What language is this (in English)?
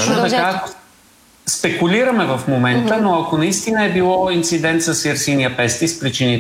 Bulgarian